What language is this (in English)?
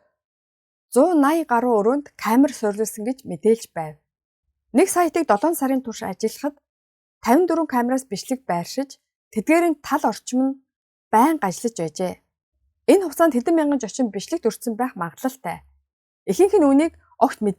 Mongolian